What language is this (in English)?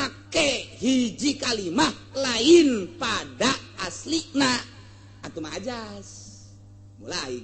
Sundanese